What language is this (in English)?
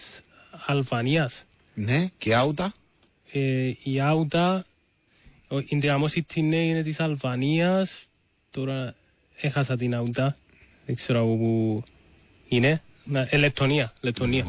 Greek